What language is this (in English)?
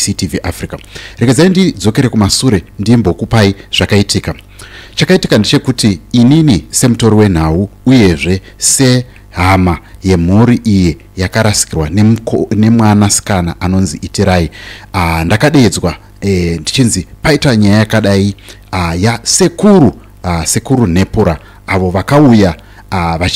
Shona